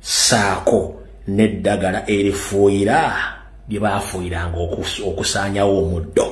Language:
Ganda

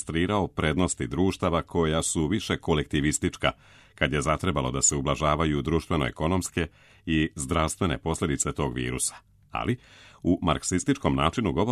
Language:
Croatian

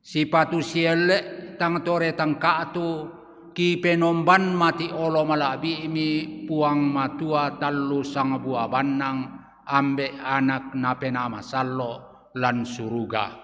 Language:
Toraja-Sa'dan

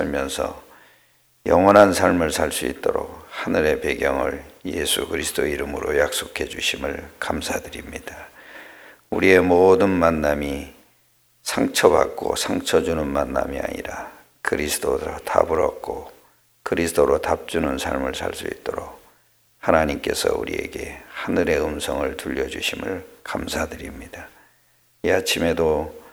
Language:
Korean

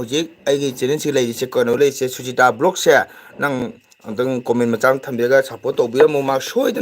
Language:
Manipuri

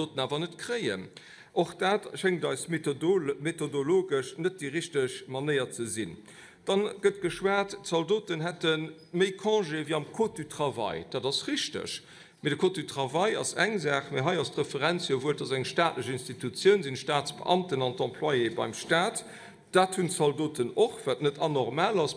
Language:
Luxembourgish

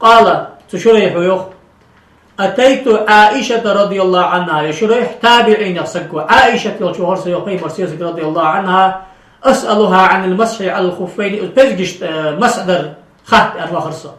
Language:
Ingush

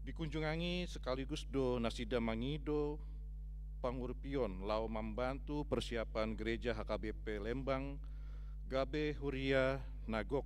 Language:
Batak Toba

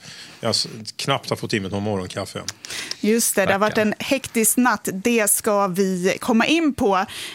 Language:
Swedish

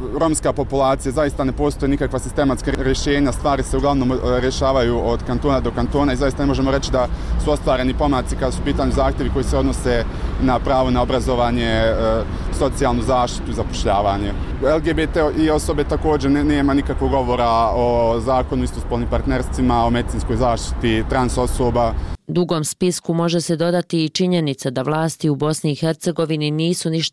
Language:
Bosnian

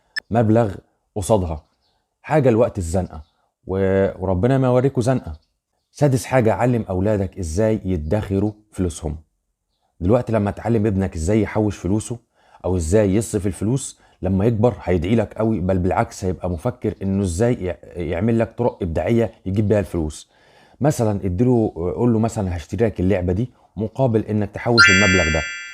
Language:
Egyptian Arabic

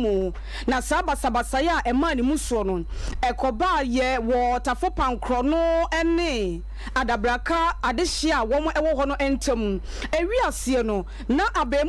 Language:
Akan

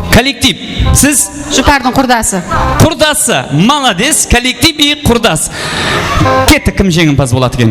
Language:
Kara-Kalpak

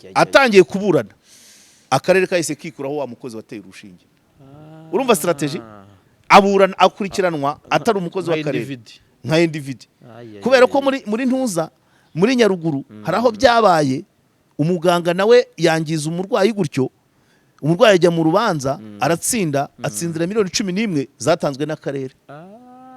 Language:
Kinyarwanda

